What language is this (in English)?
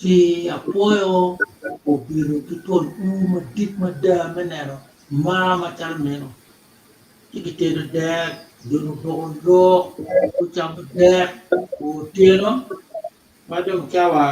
Acoli